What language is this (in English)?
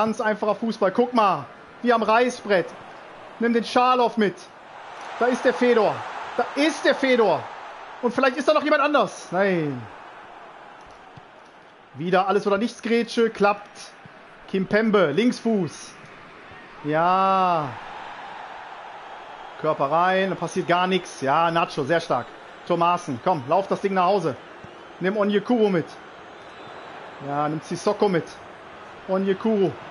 German